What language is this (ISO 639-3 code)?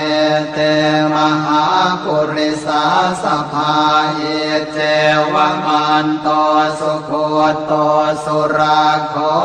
pli